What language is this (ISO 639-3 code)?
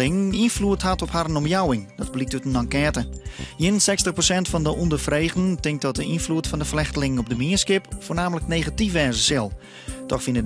fry